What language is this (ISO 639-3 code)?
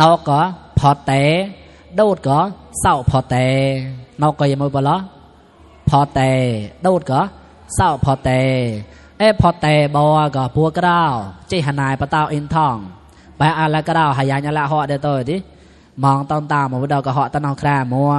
mnw